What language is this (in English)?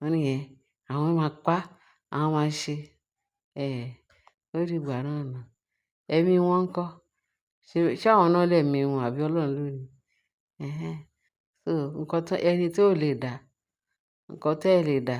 Yoruba